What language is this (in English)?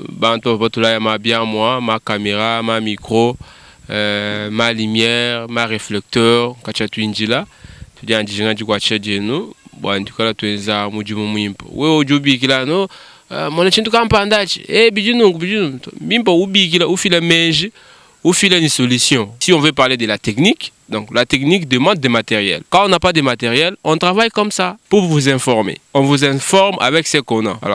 Luba-Lulua